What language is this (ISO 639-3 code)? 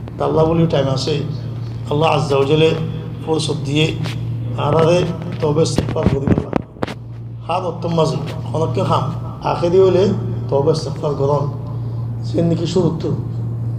rhg